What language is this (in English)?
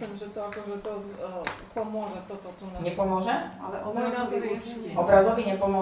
Slovak